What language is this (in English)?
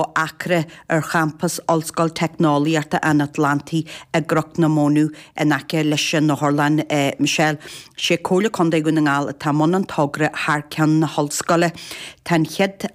Irish